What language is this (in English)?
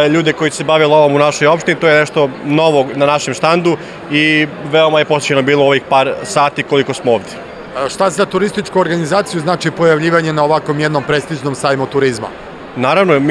Serbian